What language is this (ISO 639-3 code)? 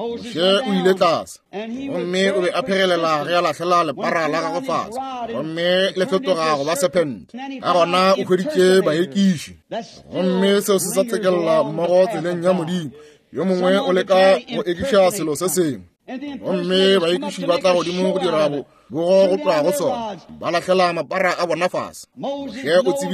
nso